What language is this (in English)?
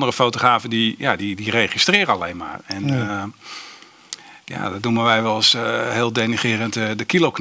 Dutch